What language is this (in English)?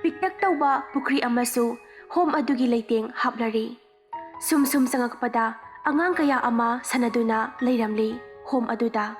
Manipuri